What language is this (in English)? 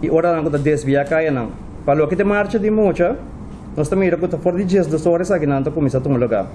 Papiamento